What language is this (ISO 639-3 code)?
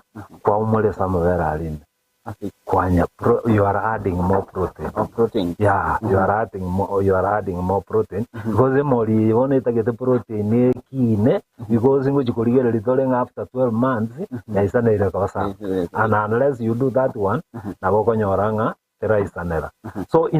guz